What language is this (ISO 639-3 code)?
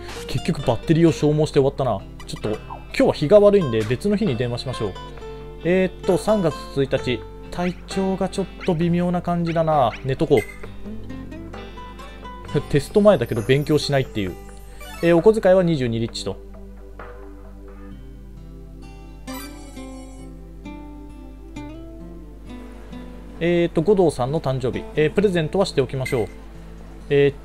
jpn